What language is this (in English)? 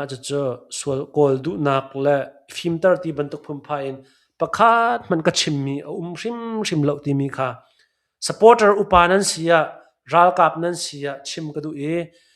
Hakha Chin